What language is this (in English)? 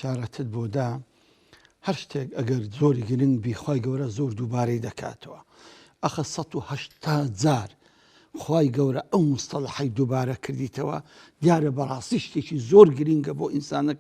Central Kurdish